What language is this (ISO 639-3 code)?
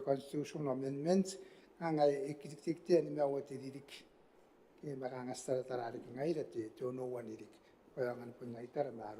gil